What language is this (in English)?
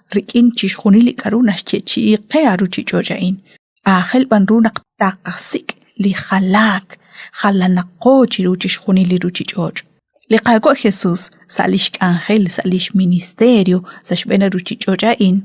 Kekchí